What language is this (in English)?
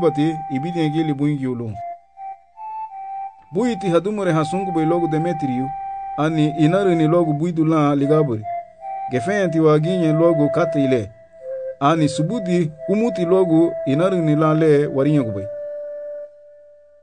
Garifuna